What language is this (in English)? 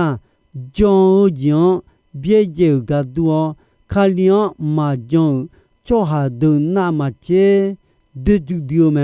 Akha